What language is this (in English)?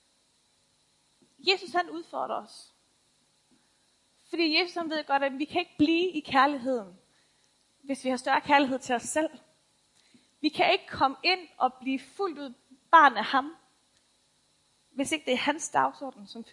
Danish